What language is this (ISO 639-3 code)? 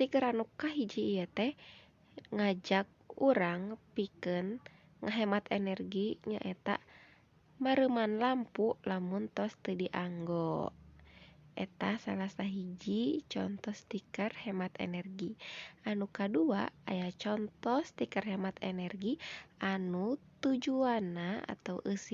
sun